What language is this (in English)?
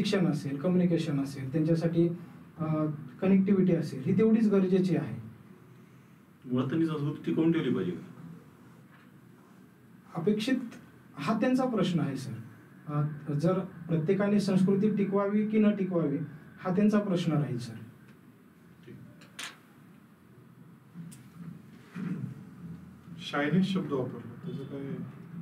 Marathi